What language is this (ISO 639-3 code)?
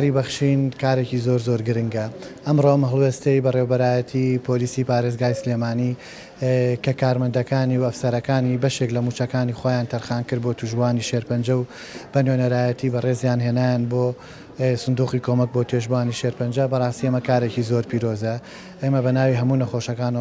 ckb